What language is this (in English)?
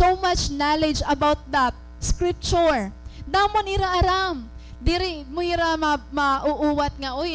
Waray